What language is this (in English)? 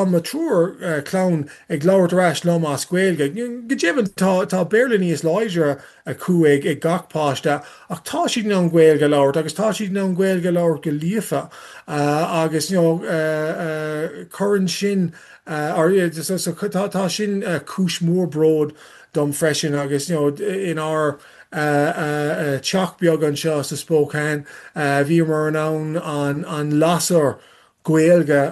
Irish